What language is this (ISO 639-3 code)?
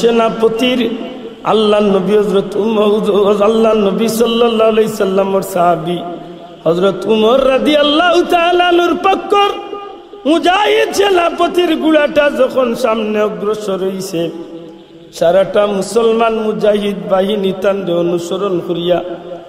syl